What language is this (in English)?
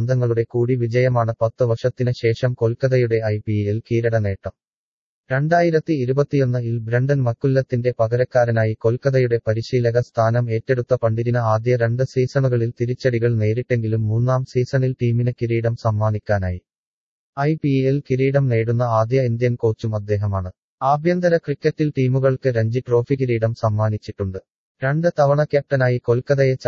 Malayalam